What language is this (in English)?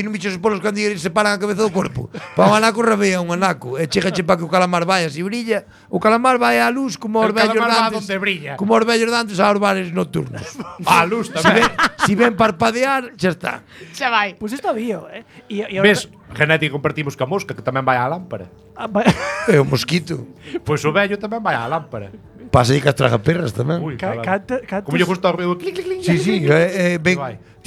Galician